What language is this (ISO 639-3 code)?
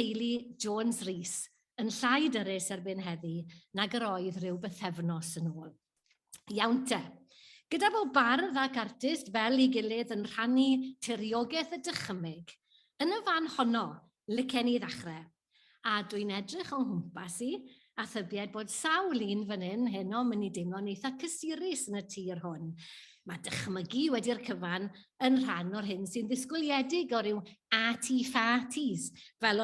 cym